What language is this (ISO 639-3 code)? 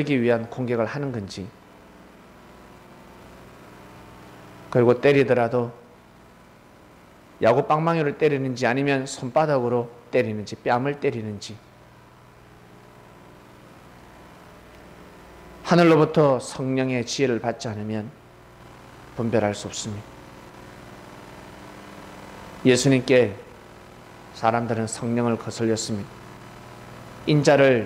kor